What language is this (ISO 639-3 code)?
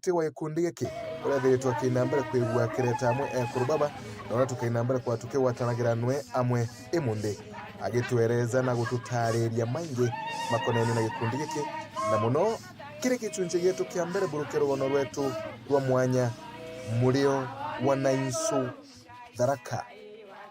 mer